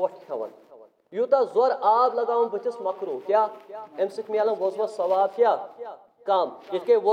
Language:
Kashmiri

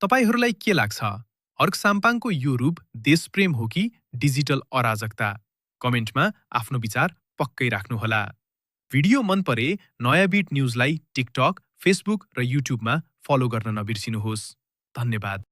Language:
Nepali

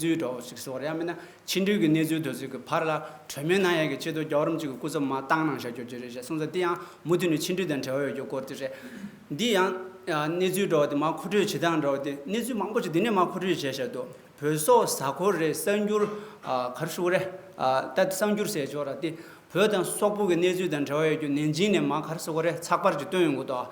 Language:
Tibetan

